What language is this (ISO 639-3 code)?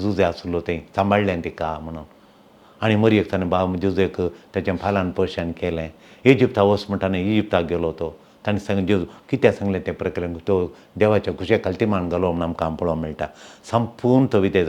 kok